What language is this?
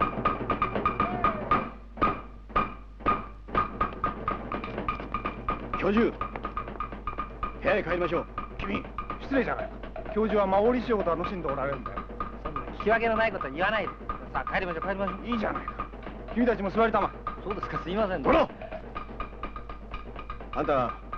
Japanese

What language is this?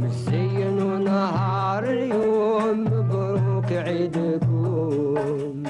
Algerian Arabic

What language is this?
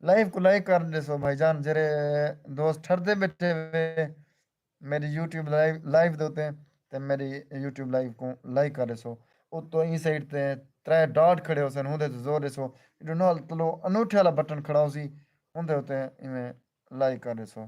Saraiki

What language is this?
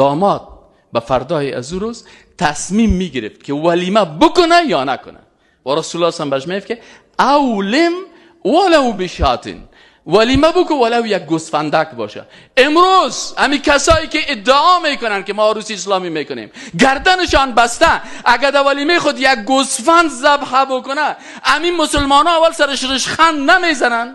Persian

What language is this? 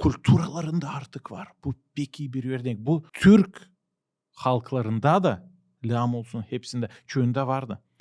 Gagauz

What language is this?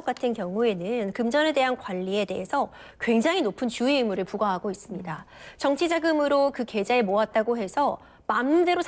Korean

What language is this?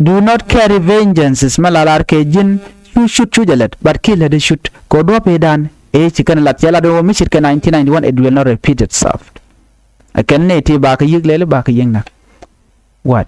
Nuer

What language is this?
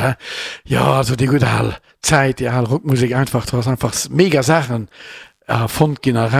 Luxembourgish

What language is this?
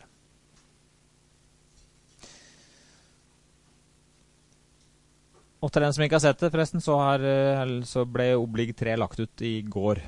Norwegian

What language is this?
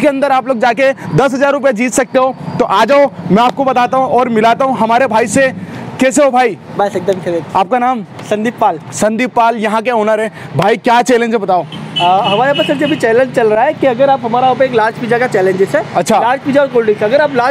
Hindi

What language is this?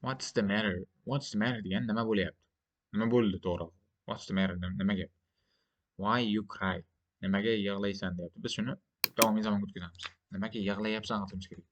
Uzbek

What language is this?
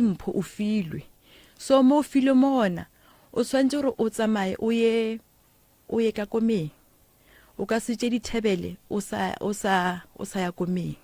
Northern Sotho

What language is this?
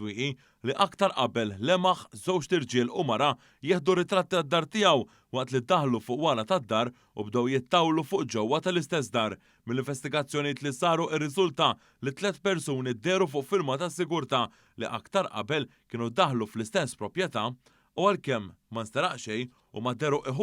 Maltese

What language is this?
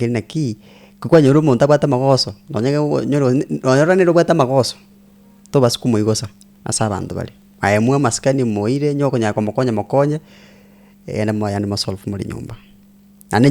Gusii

